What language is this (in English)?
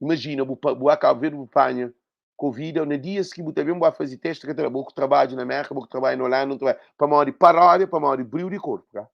Kabuverdianu